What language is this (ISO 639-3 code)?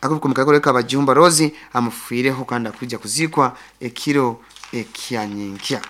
nyo